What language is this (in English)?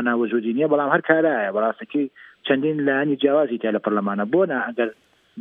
Central Kurdish